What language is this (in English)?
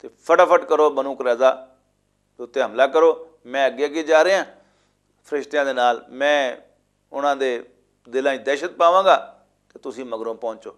Western Panjabi